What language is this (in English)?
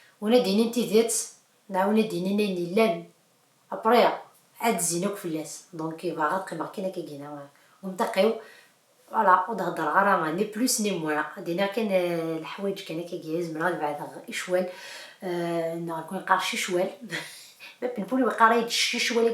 Kabyle